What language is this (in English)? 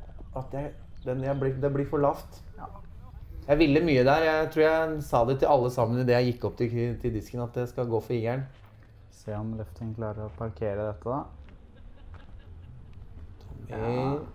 Norwegian